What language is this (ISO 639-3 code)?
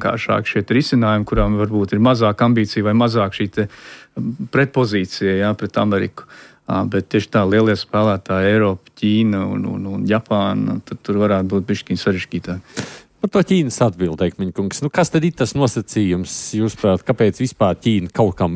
lav